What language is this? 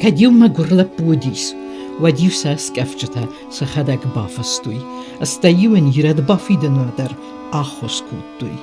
Ossetic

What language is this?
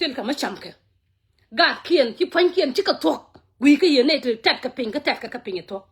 Nuer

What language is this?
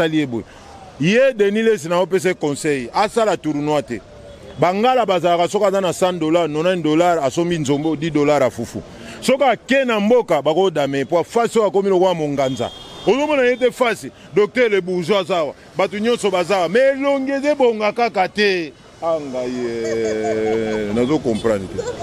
Lingala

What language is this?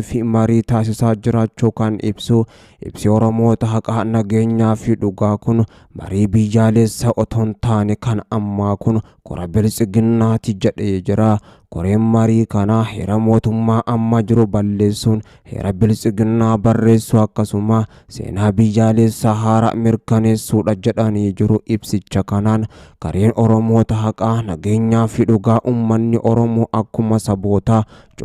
Oromo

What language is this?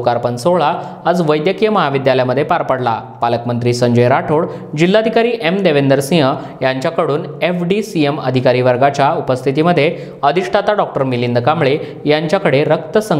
Marathi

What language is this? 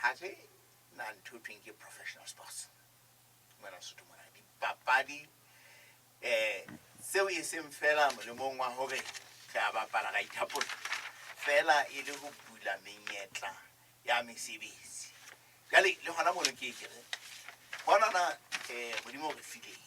Southern Sotho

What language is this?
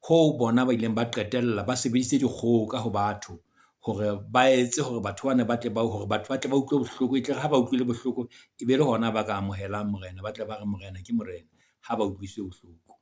Southern Sotho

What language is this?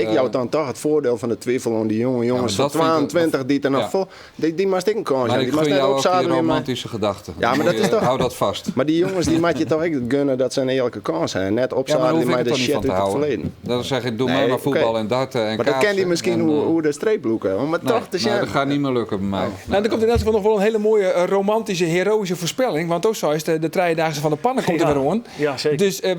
Western Frisian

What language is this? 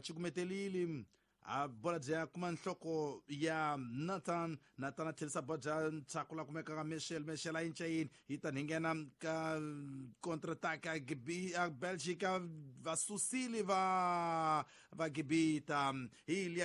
Tsonga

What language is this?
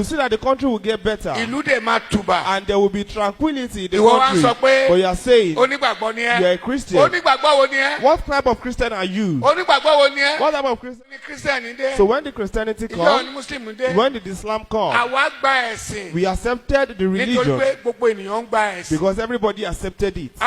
Yoruba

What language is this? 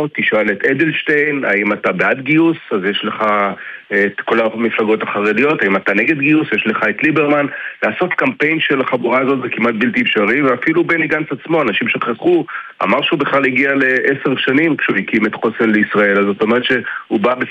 Hebrew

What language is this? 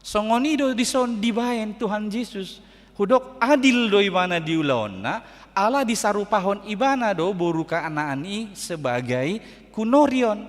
Batak Toba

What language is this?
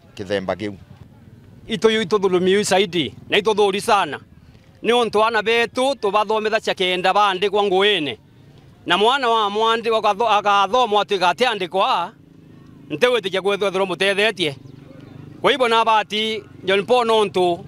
Meru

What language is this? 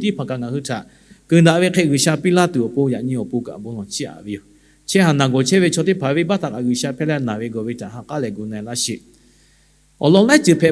Lahu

